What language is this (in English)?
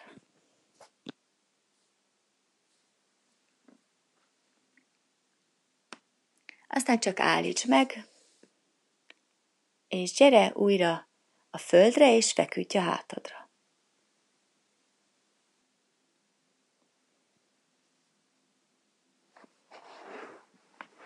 Hungarian